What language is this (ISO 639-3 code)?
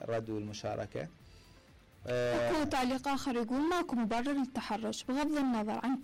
acm